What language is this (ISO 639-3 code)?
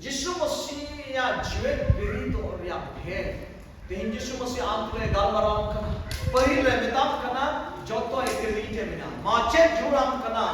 sat